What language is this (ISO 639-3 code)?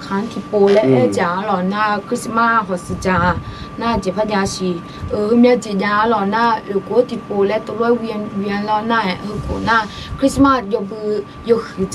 ahk